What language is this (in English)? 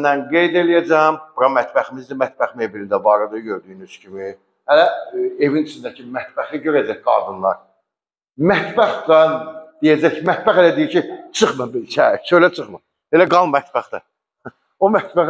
Azerbaijani